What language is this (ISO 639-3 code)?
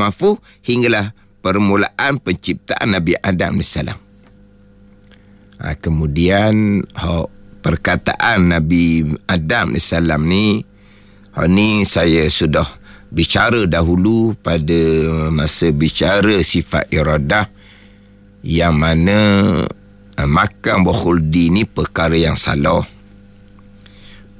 msa